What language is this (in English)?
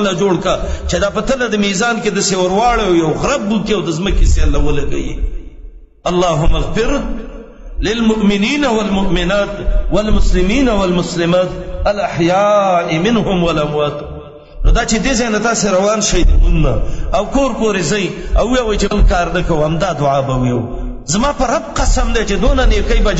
Pashto